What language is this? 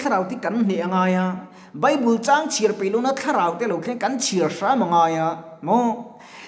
Mizo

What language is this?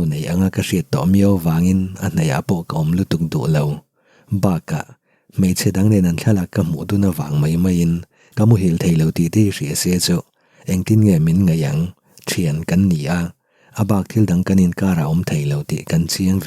Mizo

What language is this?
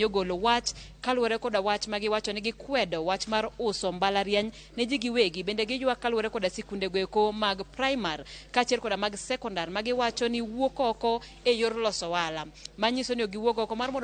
Luo (Kenya and Tanzania)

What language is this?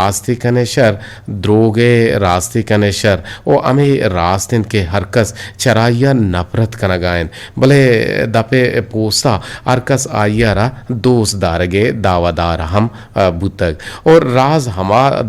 Eastern Balochi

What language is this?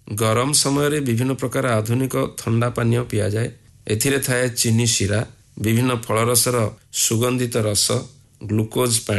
Odia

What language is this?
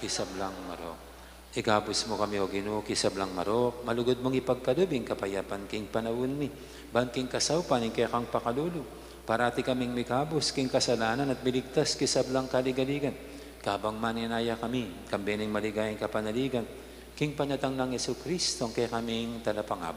Pampanga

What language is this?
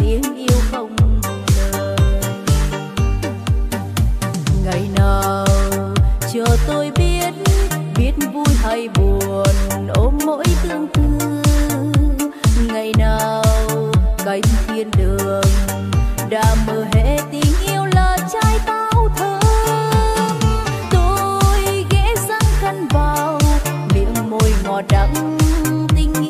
Vietnamese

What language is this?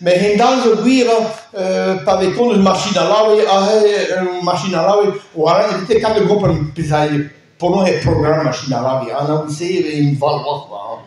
Breton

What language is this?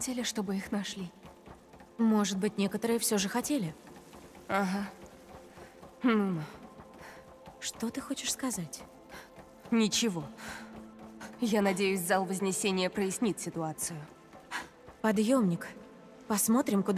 Russian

